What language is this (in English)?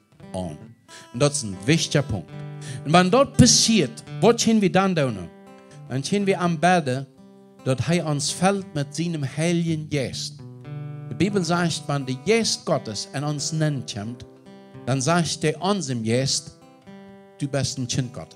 Plautdietsch